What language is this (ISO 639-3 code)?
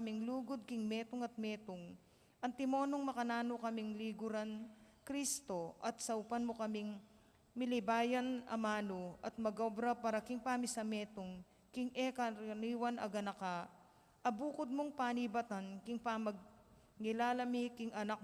pam